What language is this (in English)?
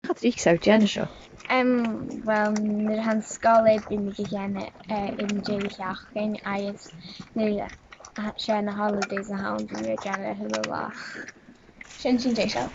Scottish Gaelic